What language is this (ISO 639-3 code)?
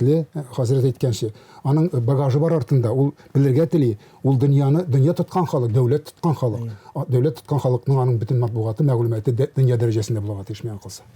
tat